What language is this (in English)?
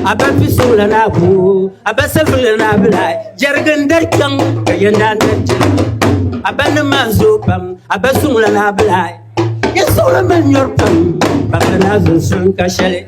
Dagbani